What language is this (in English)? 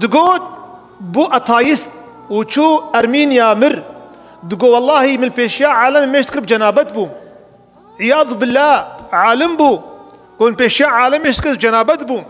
Kurdish